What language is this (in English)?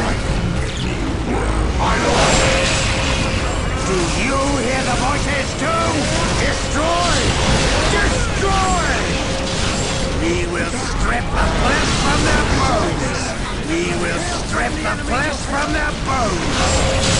English